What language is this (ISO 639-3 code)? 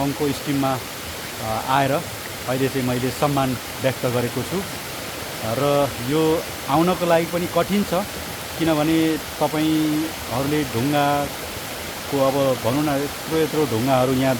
nep